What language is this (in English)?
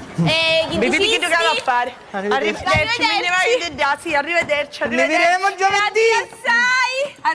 Sicilian